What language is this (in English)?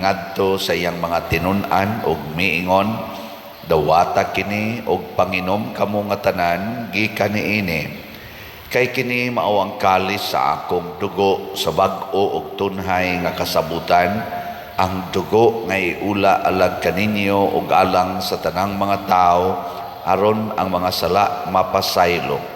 Cebuano